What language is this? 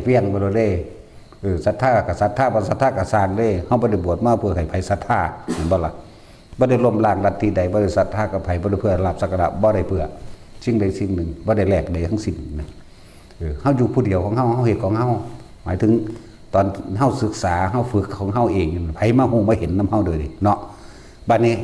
Northeastern Thai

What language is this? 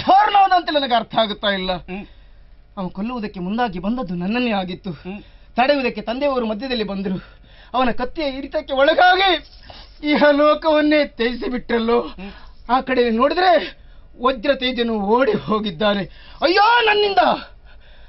Kannada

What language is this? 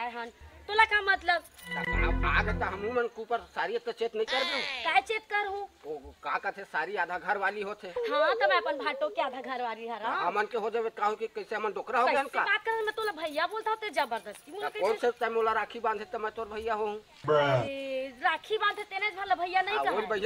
Chhattisgarhi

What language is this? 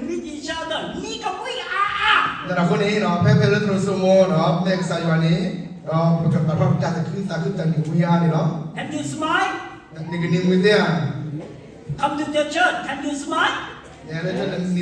S'gaw Karen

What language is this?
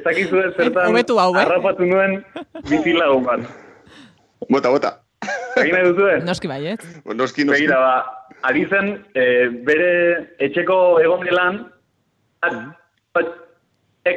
Basque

